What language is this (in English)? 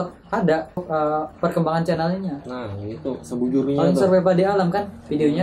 Banjar